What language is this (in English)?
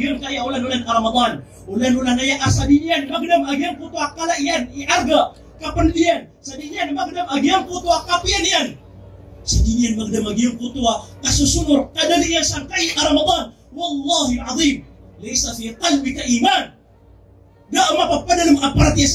Maranao